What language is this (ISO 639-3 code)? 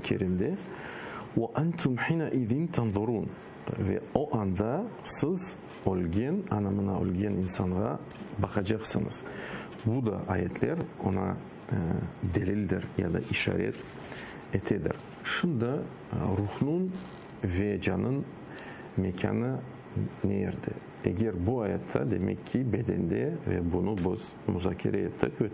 crh